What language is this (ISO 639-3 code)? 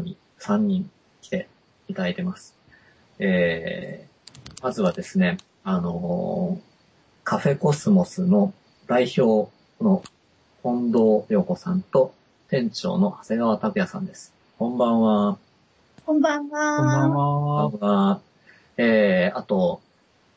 jpn